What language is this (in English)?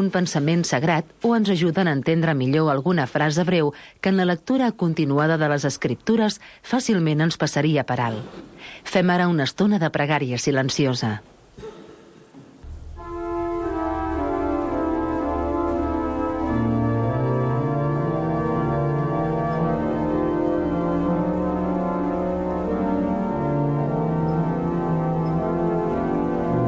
Catalan